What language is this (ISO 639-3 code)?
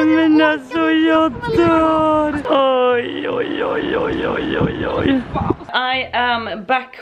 swe